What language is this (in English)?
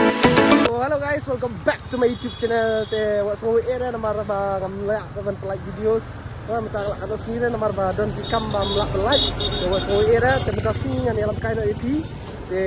Khasi